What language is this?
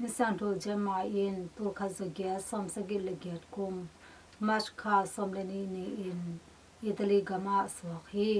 Tedim Chin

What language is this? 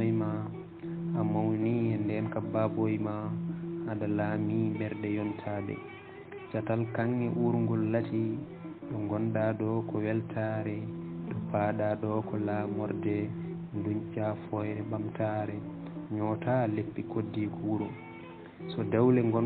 Fula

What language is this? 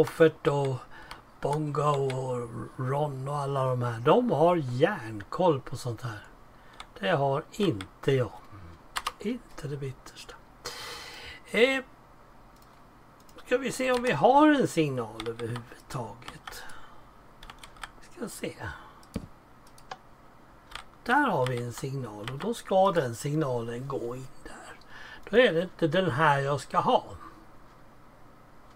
Swedish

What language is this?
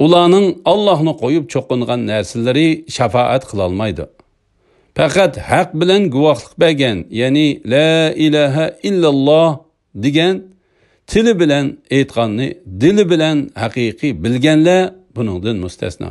Uyghur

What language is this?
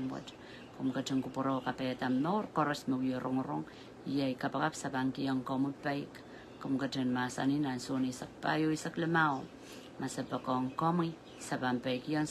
Pohnpeian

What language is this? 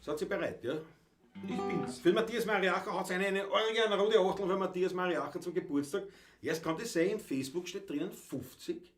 Bavarian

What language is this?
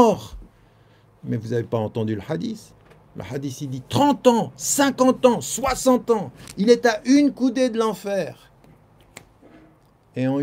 French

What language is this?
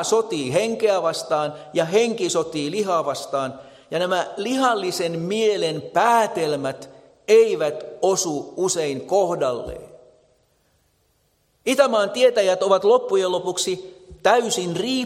Finnish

